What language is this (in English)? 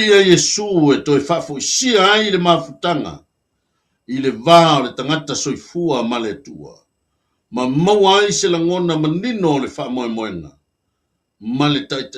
Samoan